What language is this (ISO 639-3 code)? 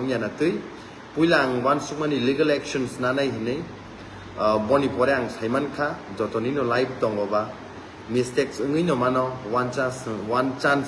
trp